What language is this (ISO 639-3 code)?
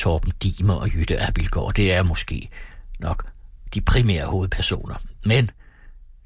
dan